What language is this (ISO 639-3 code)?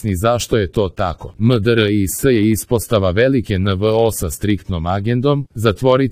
srp